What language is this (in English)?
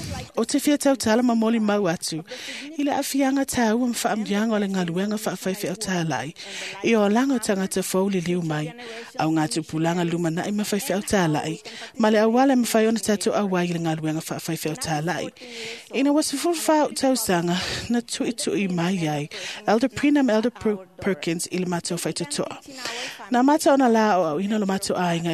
Samoan